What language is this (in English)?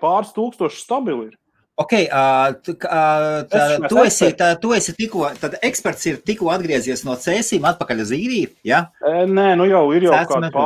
Latvian